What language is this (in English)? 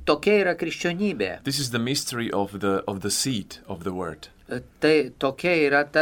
Lithuanian